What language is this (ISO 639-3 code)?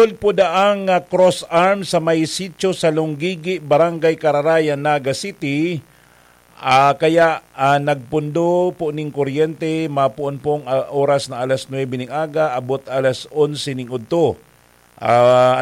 bik